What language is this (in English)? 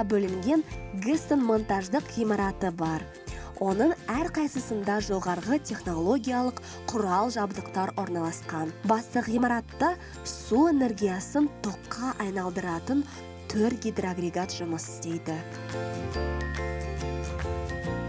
Kazakh